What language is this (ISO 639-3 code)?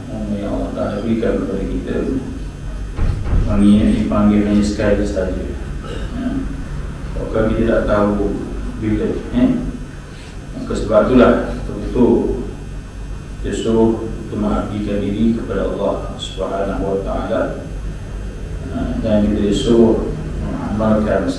msa